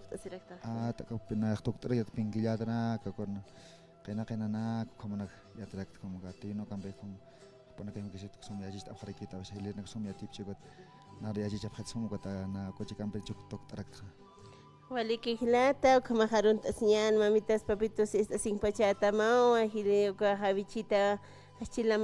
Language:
Aymara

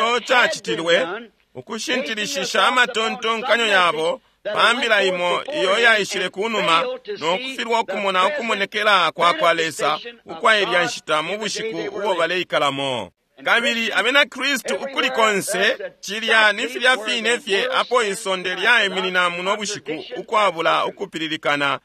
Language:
Bemba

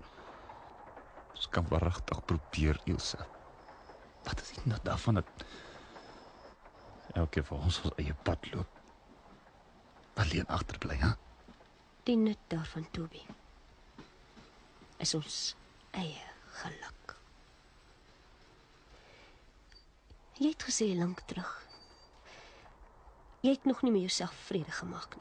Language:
Afrikaans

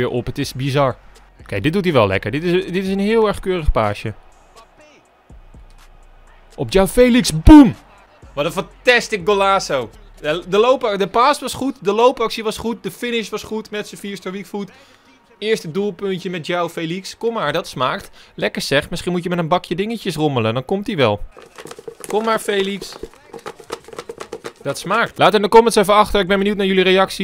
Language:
Dutch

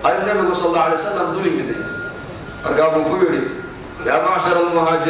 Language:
Somali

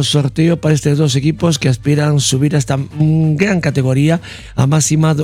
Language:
Galician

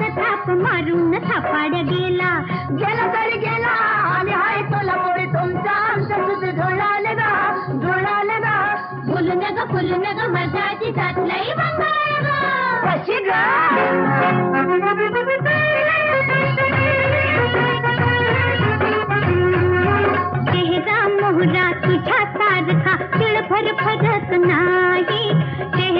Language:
Marathi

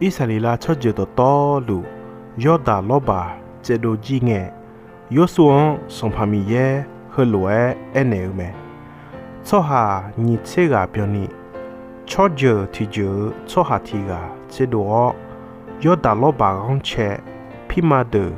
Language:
Akha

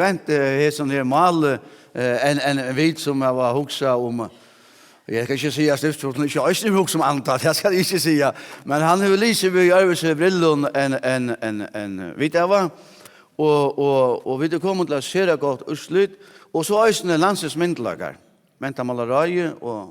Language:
Faroese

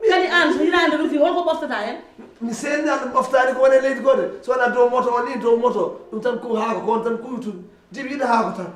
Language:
Fula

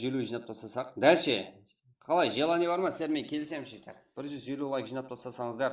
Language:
Kara-Kalpak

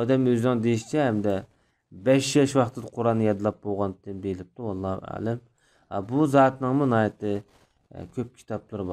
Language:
Uyghur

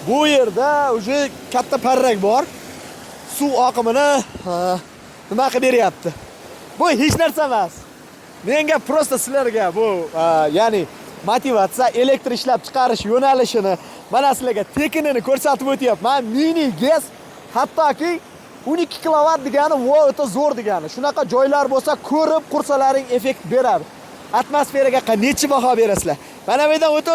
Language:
Uzbek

